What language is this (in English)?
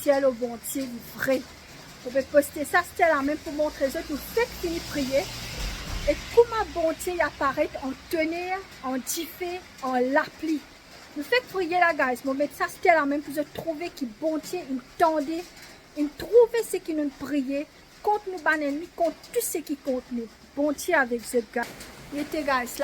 Morisyen